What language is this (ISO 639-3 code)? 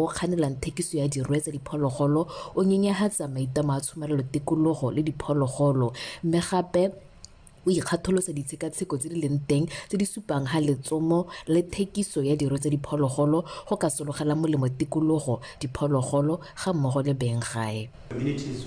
tsn